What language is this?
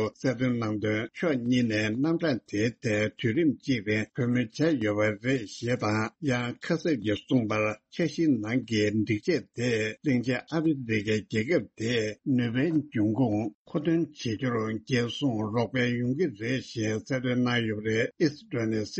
Tibetan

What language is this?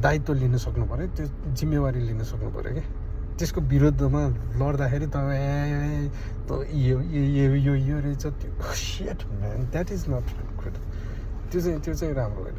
Nepali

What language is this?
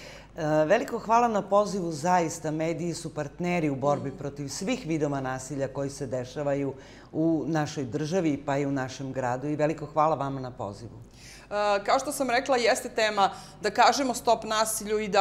Serbian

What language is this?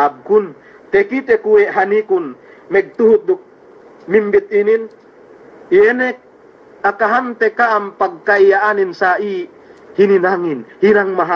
Yakan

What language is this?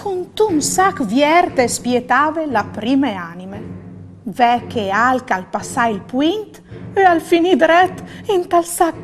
Friulian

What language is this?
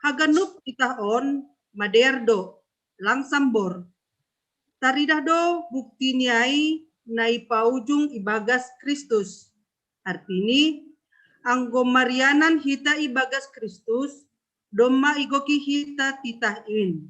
Batak Simalungun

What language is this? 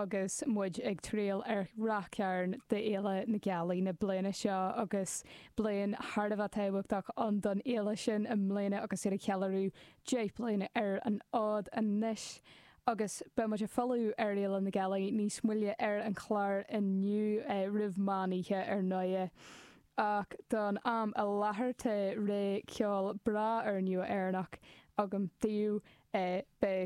Irish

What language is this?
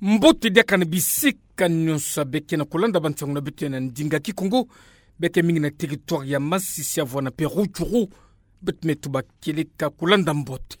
Kituba (Democratic Republic of Congo)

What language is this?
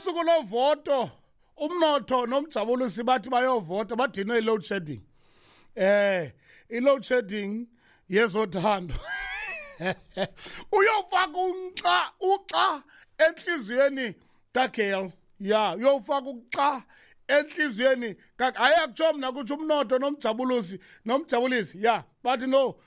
Xhosa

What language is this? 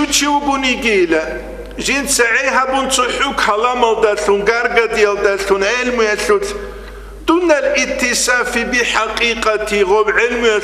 Avaric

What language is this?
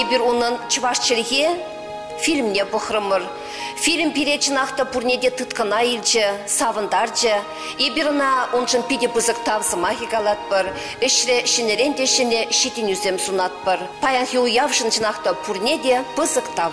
Chuvash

